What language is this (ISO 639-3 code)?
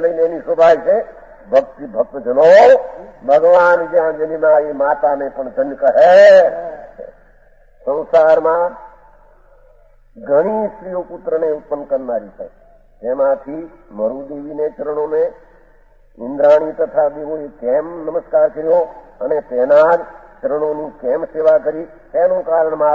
guj